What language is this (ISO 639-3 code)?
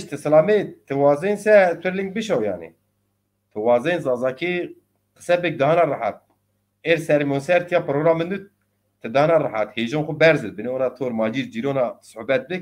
zza